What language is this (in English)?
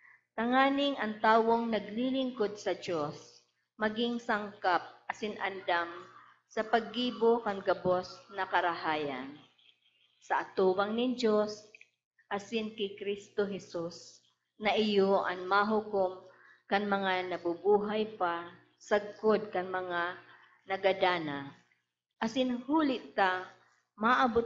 Bikol